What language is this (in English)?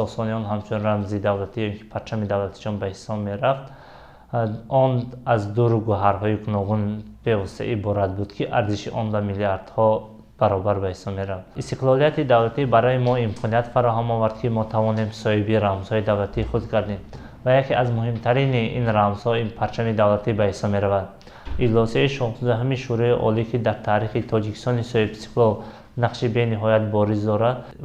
Tajik